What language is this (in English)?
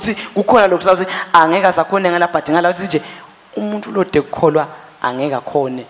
Swati